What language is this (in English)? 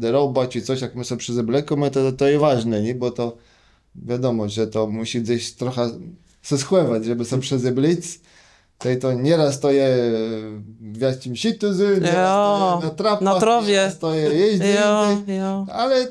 Kashubian